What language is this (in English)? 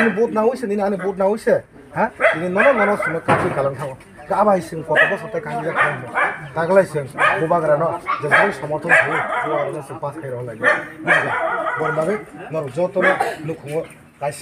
Kok Borok